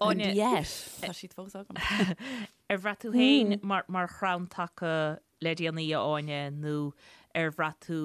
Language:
Irish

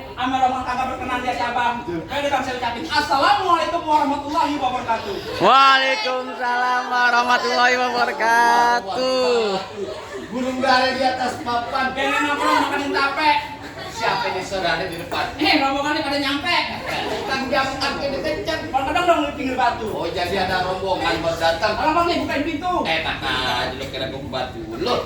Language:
Betawi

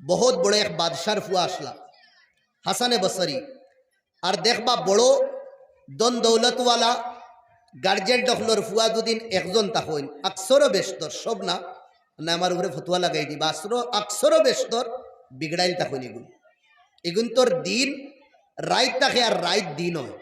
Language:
Sylheti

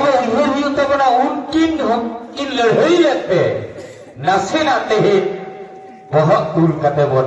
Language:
Santali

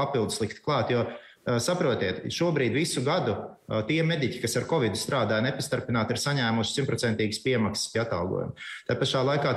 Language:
Latvian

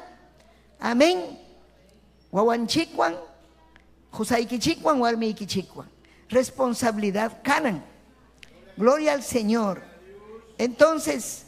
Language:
Ayacucho Quechua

